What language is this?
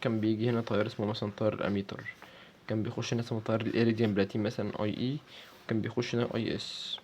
Egyptian Arabic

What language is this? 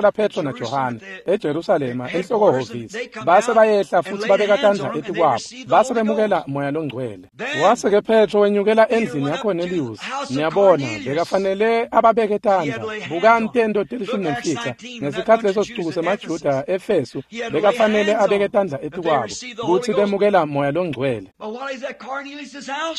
Swati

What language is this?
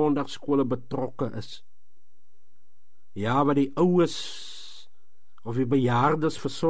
Afrikaans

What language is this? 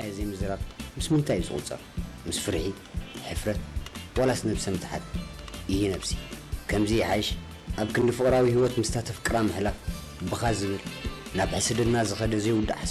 Tigrinya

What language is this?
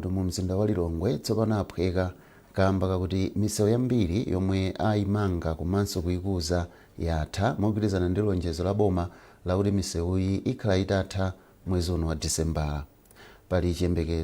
Nyanja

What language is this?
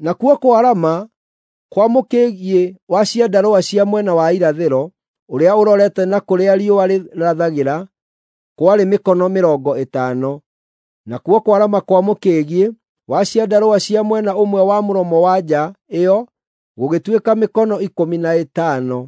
Kikuyu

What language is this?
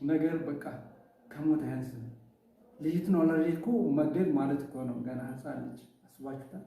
Amharic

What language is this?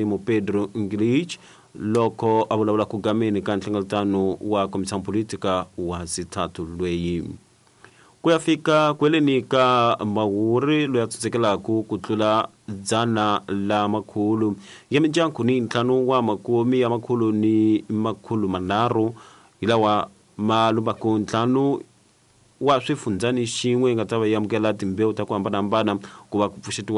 Tsonga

